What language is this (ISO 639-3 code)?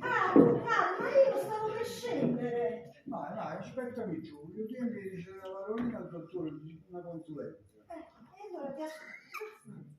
nap